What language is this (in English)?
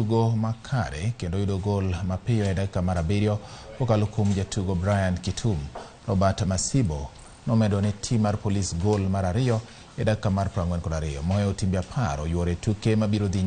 Luo (Kenya and Tanzania)